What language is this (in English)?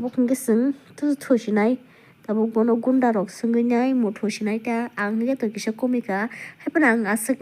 Kok Borok